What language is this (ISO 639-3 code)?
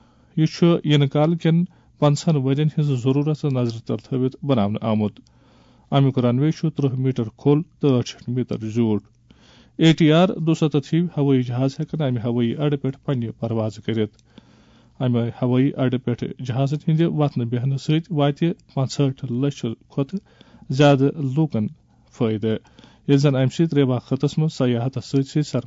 kas